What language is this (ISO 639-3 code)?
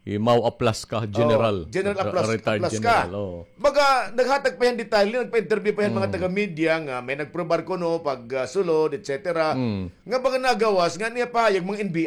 war